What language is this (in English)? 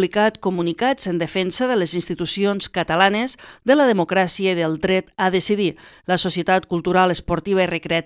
Catalan